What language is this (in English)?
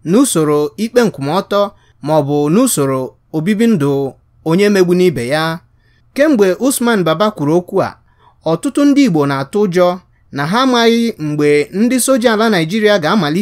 Igbo